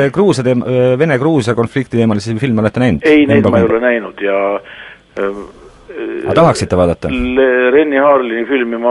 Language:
Estonian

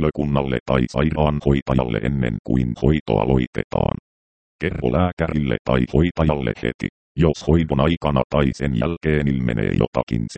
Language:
Finnish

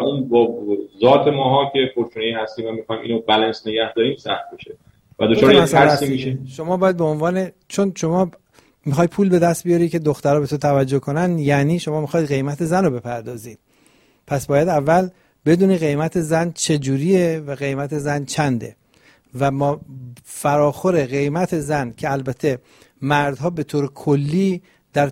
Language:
Persian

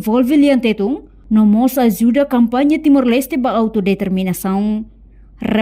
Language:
Tetum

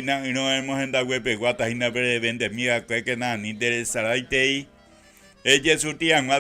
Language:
Guarani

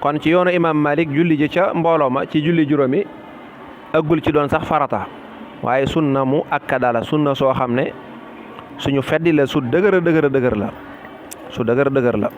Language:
Wolof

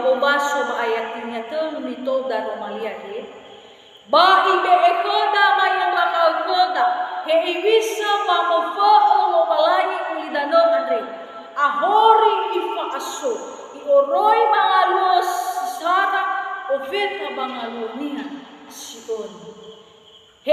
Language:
Nias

